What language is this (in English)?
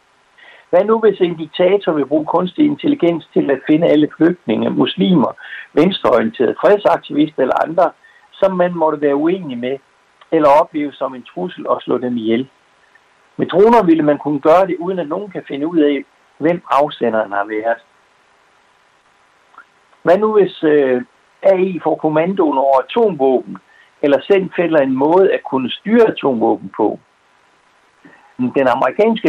Danish